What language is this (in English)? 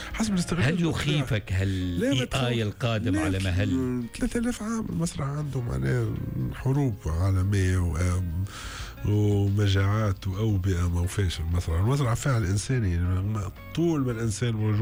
Tunisian Arabic